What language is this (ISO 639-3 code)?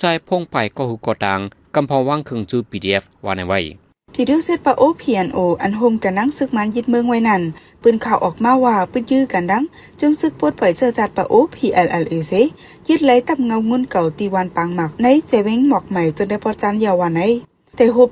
shn